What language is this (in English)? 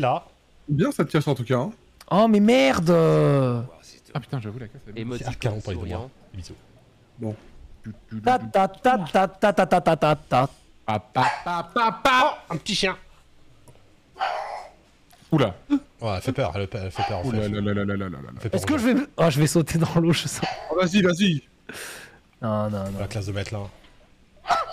French